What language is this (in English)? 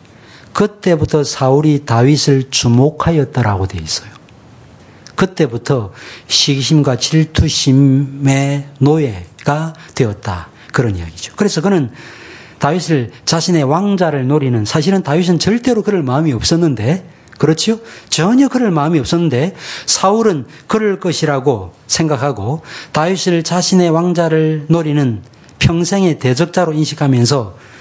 Korean